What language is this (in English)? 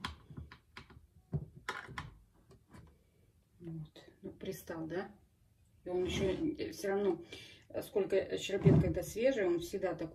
Russian